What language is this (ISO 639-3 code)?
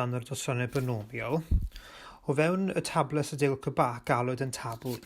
cym